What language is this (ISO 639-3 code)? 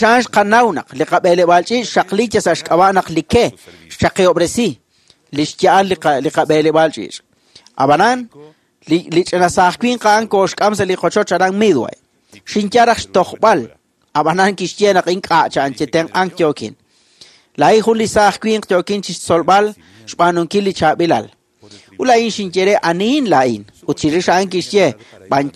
kek